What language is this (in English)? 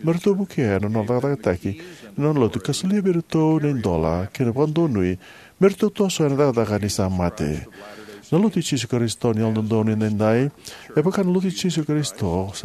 Fijian